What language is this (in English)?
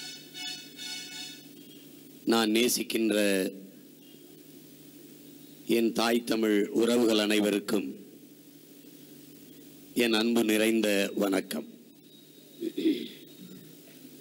Tamil